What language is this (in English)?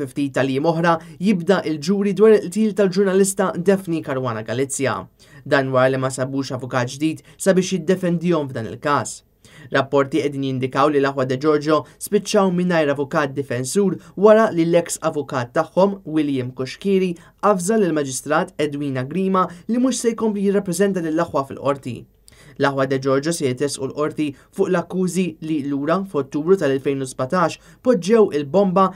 Maltese